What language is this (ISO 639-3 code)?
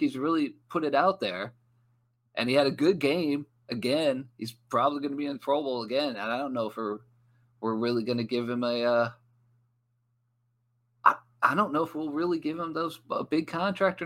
eng